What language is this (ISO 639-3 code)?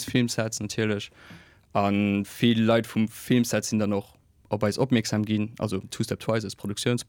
ltz